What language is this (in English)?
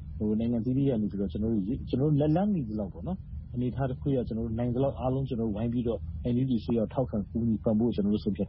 Burmese